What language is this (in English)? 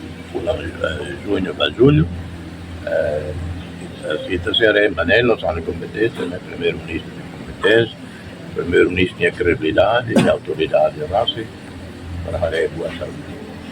Tetum